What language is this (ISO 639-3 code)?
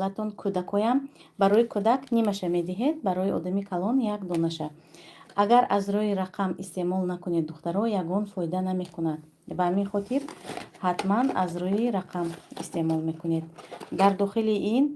tgk